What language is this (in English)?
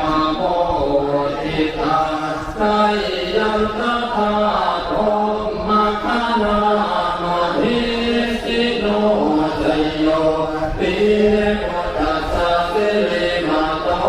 Pali